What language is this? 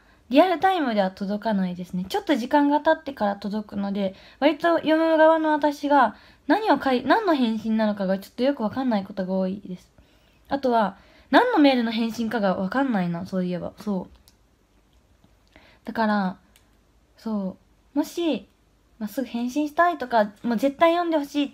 Japanese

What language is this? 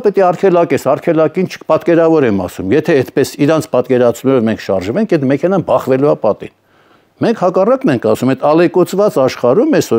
Armenian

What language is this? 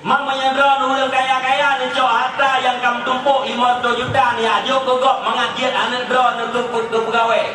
Achinese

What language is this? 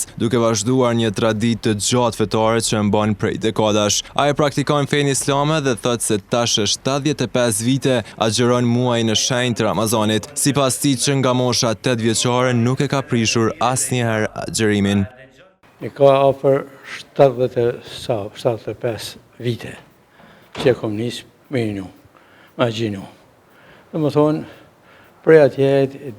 Albanian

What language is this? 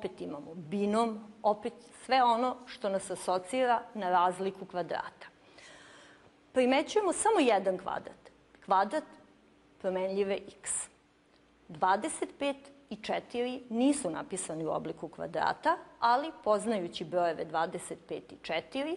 Serbian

